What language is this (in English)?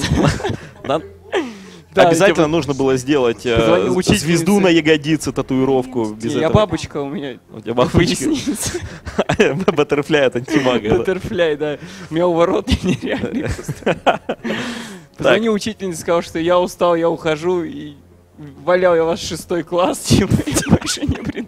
Russian